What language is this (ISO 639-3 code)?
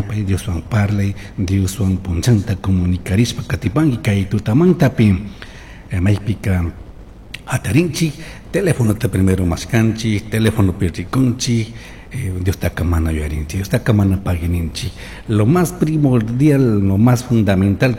qug